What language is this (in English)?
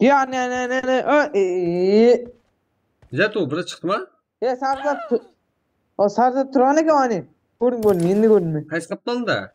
Kara-Kalpak